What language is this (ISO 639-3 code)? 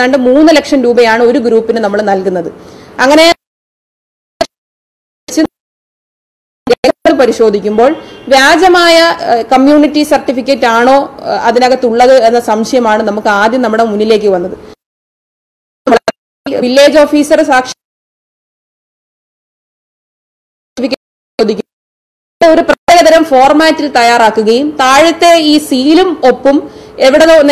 mal